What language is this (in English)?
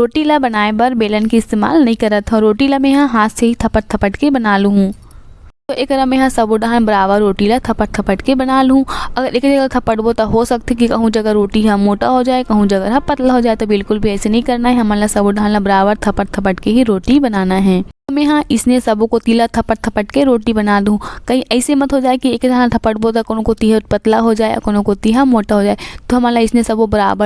Chhattisgarhi